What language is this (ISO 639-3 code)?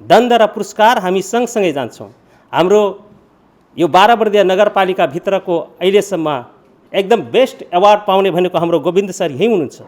nep